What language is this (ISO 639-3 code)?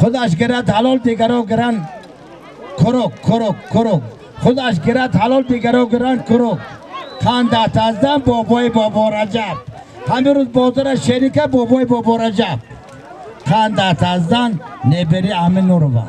tgk